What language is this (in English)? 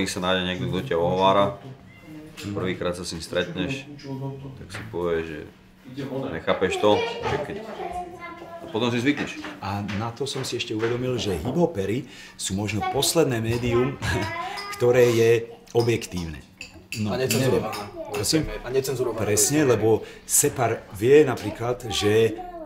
Slovak